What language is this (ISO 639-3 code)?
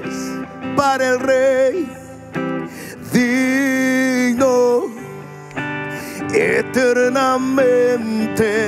spa